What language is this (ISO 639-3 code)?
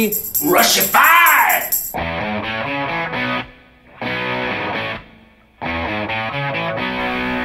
eng